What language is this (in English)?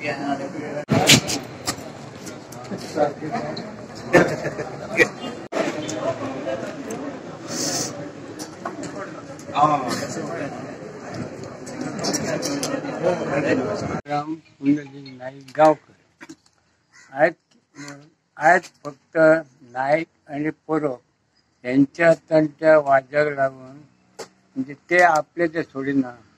Konkani